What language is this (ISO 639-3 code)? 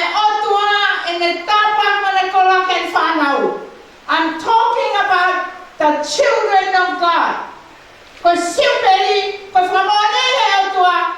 ton